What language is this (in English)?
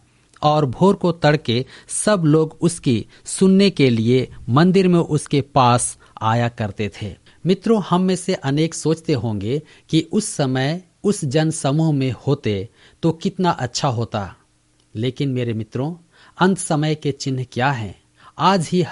Hindi